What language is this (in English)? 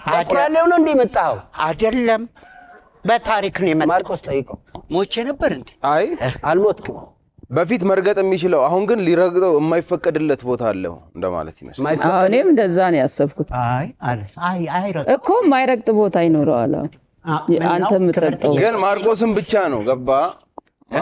Amharic